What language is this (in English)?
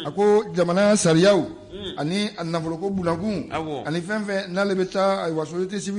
Bambara